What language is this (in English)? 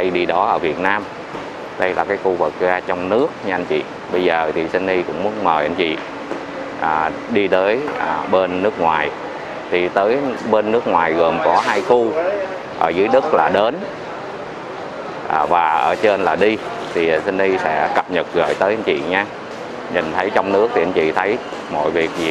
Vietnamese